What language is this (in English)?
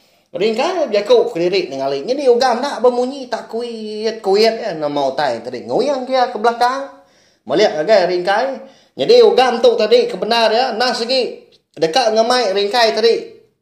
Iban